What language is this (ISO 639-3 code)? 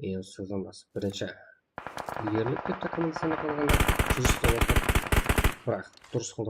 kaa